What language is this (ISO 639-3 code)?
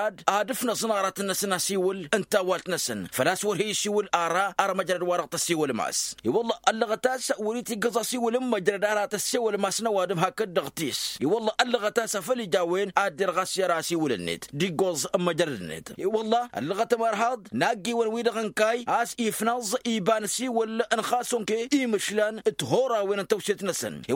taq